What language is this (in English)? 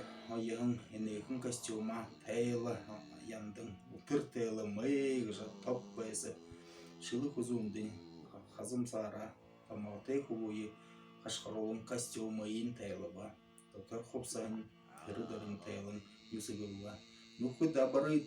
Buriat